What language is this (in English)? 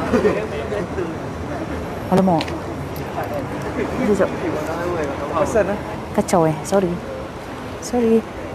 Malay